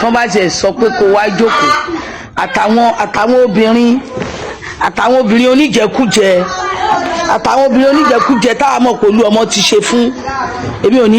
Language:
Yoruba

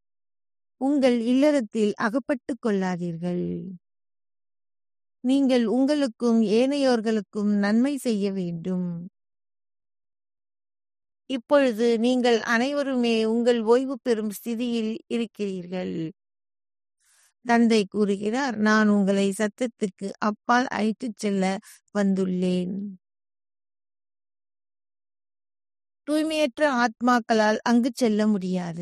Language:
Tamil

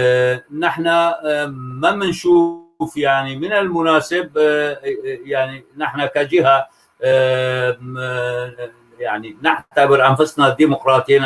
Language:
North Levantine Arabic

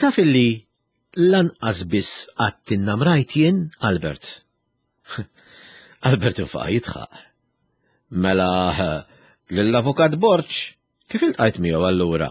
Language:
Maltese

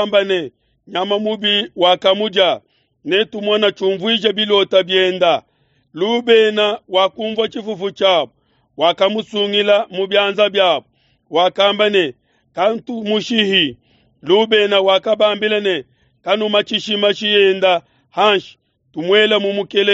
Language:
Luba-Lulua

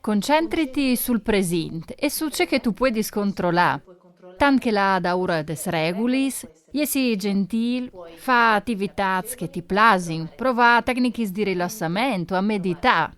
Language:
Friulian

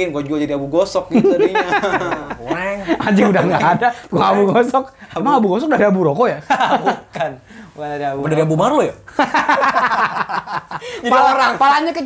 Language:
Indonesian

